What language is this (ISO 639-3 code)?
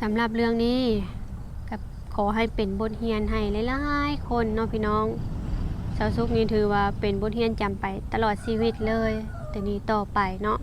lao